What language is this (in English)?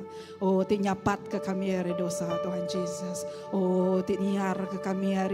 Iban